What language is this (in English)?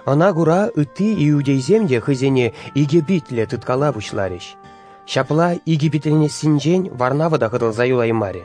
Chuvash